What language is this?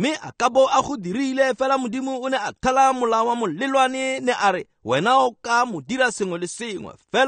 Tswana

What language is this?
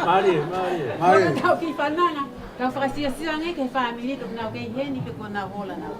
Tongan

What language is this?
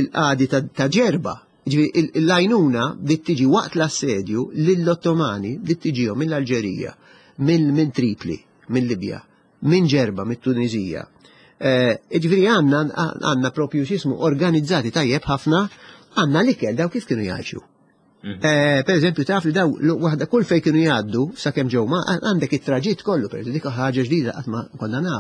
Maltese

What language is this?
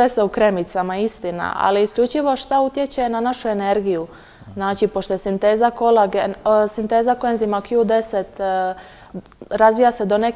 Croatian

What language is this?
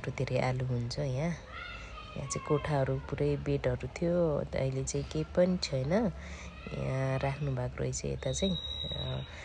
Nepali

